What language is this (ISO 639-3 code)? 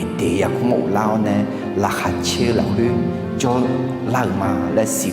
ahk